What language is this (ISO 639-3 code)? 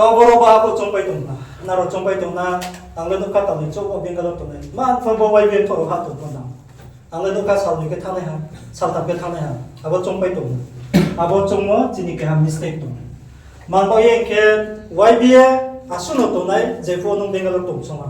ria